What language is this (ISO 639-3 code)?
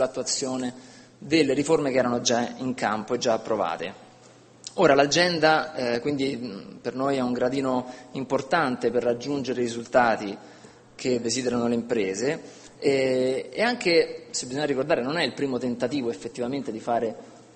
ita